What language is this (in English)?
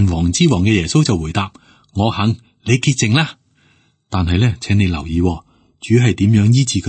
Cantonese